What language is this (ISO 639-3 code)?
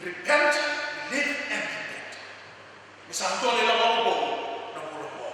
fij